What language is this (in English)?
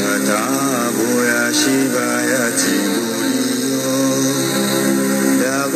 Swahili